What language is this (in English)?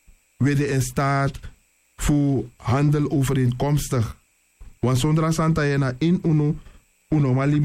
Sranan Tongo